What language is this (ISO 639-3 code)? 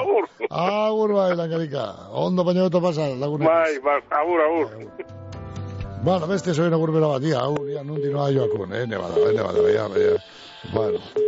eus